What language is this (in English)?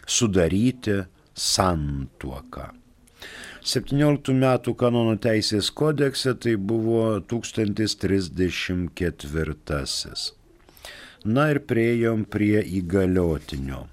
Lithuanian